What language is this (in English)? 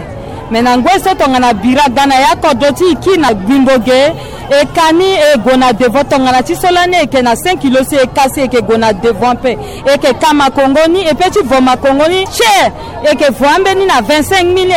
Sango